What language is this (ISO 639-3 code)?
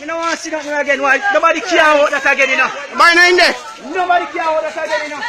jam